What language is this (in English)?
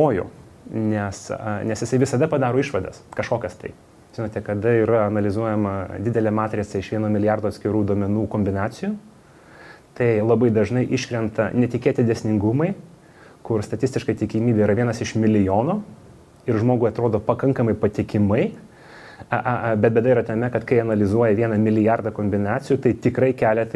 Lithuanian